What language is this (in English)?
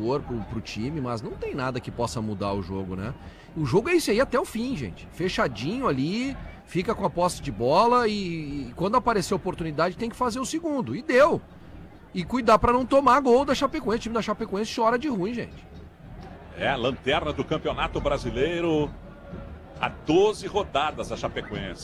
Portuguese